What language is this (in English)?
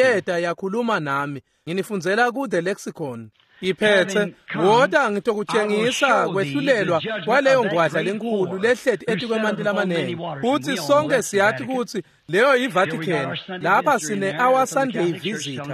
Swati